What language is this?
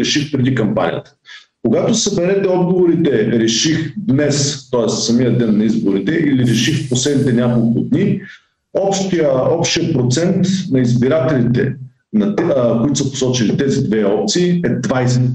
Bulgarian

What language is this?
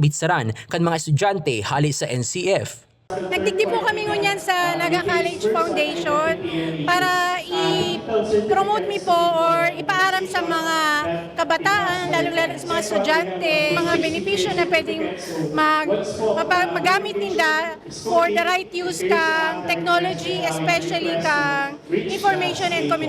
Bikol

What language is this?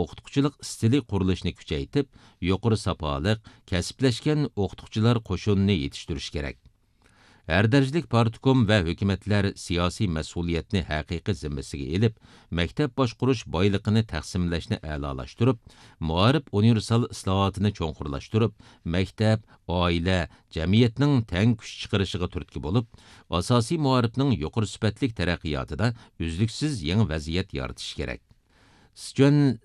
Uyghur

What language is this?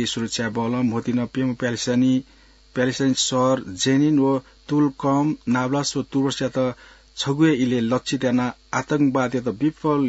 Newari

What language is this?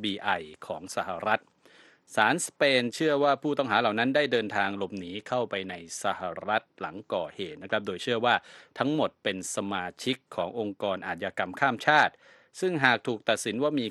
Thai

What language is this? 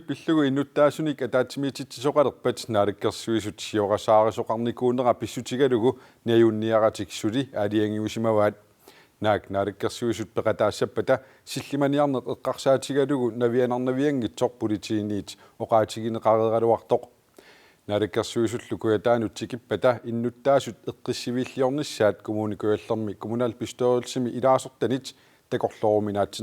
Kalaallisut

